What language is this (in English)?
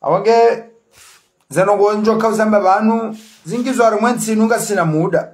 Ngazidja Comorian